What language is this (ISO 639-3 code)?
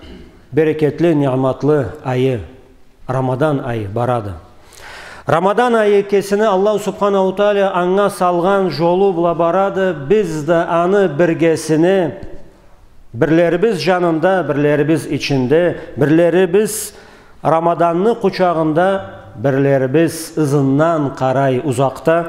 krc